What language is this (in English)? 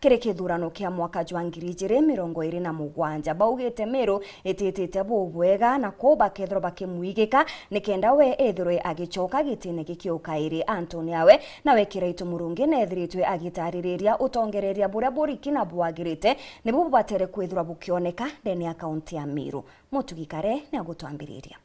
Meru